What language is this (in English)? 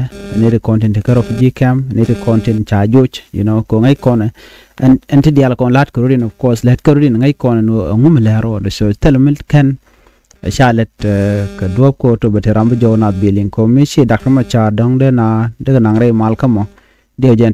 Nuer